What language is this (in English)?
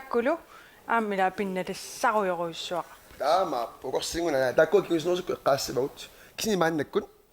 Kalaallisut